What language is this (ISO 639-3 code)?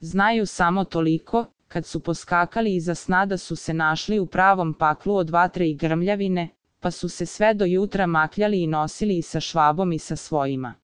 srp